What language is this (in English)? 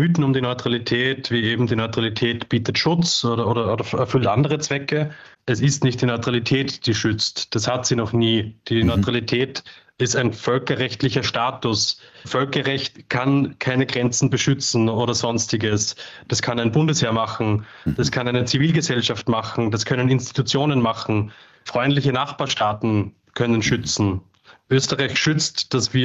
German